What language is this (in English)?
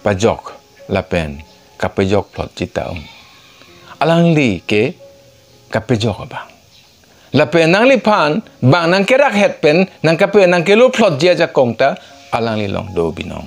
Karbi